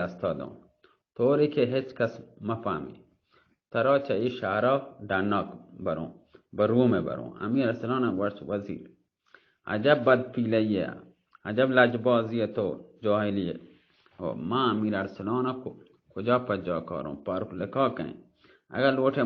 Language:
Baluchi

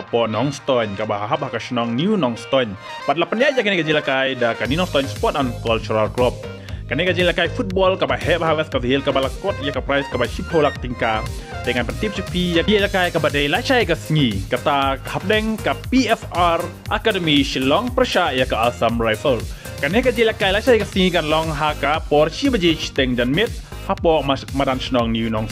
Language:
Khasi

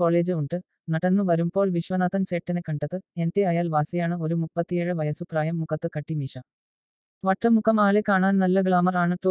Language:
Malayalam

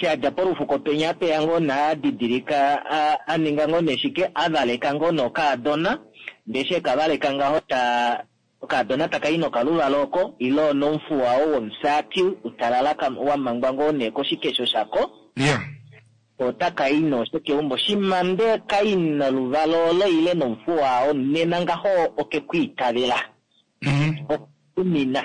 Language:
Kuanyama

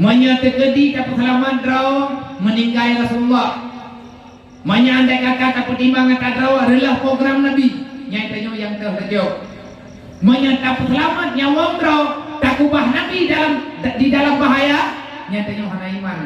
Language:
Achinese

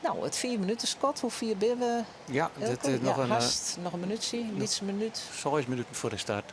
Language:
Western Frisian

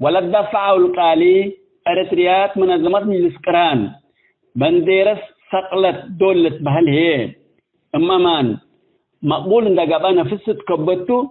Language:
Tigre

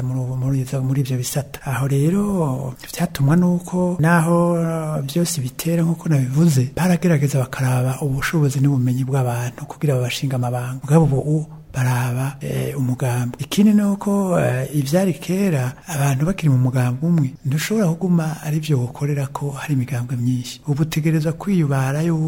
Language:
Rundi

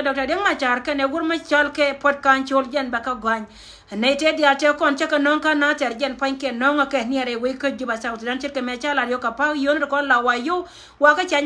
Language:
Nuer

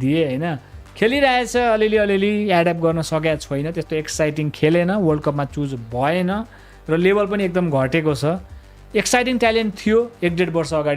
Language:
Nepali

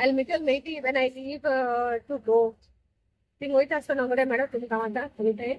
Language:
Konkani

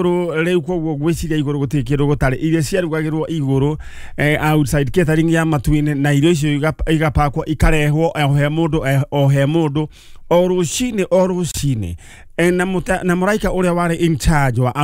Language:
Kikuyu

